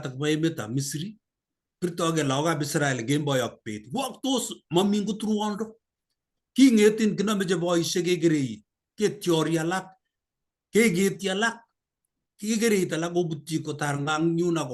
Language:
Kalenjin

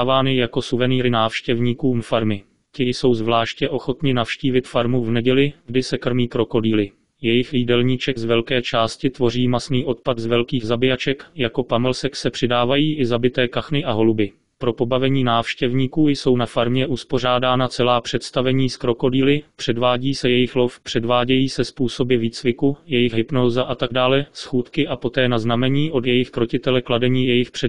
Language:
Czech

